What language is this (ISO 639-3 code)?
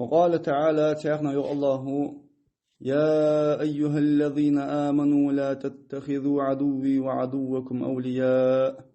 inh